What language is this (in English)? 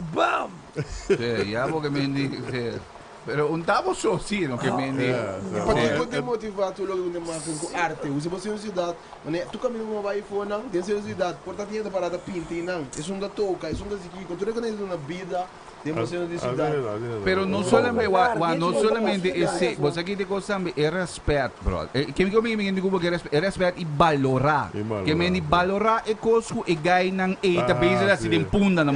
Papiamento